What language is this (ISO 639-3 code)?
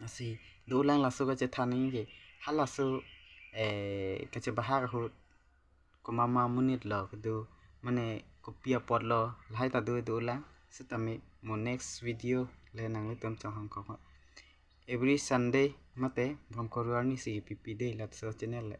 mjw